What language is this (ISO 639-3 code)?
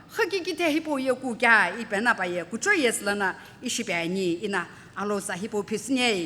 nsm